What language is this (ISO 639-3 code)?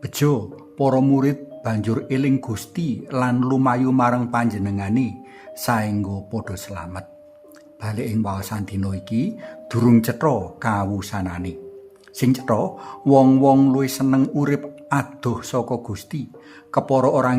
jav